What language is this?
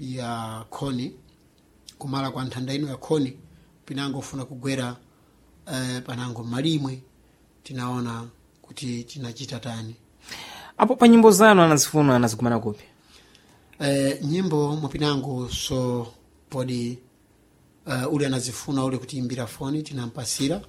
Sena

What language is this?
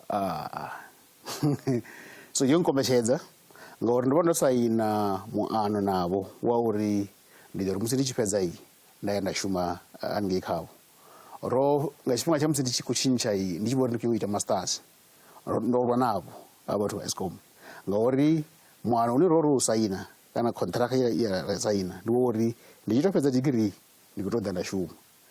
Venda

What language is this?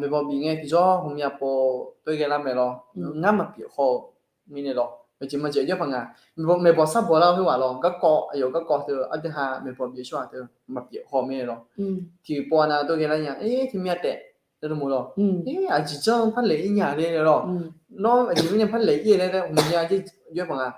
Akha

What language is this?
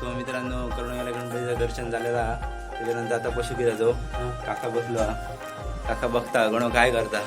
Konkani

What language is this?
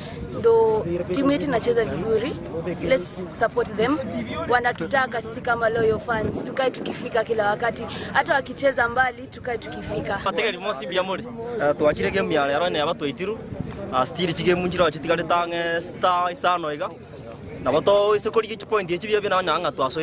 Gusii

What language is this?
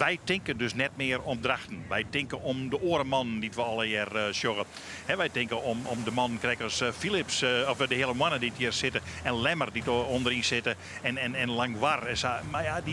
Western Frisian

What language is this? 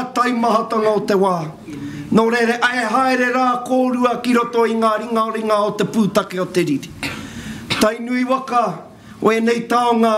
Māori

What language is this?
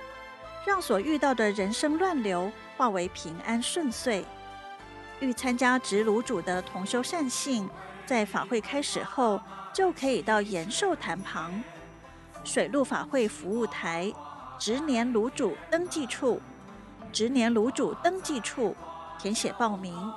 Chinese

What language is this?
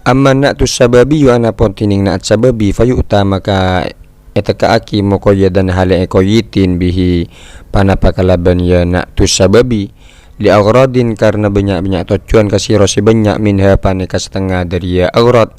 Madurese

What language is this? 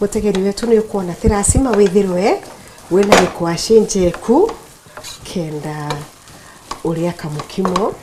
Meru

